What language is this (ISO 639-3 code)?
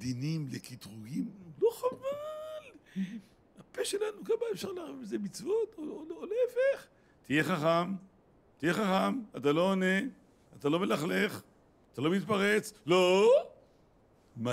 heb